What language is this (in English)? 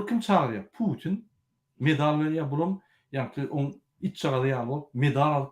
Turkmen